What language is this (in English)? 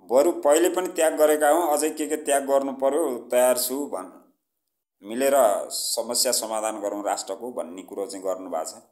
Nepali